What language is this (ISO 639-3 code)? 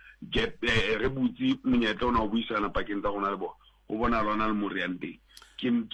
sot